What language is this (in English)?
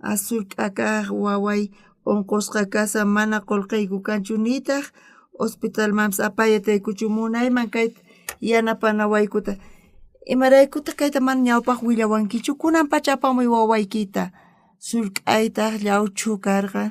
South Bolivian Quechua